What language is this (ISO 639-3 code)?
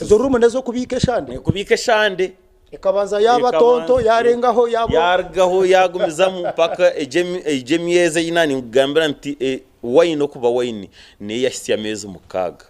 nyn